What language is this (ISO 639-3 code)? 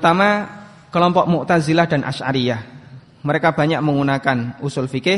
ind